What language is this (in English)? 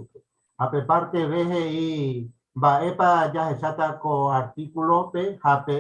Guarani